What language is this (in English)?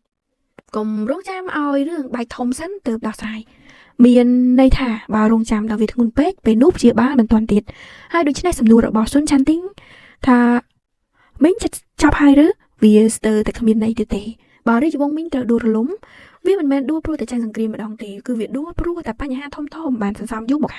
Khmer